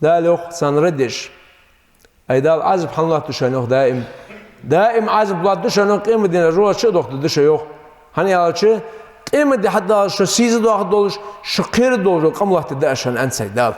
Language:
Ingush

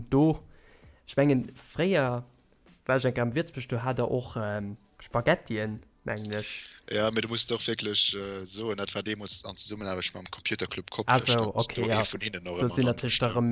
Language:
Luxembourgish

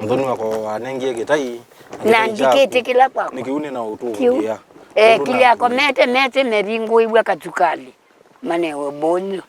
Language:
Kamba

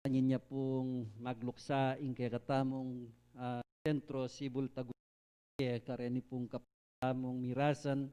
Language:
Pampanga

